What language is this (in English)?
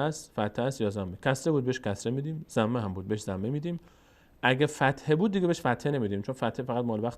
Persian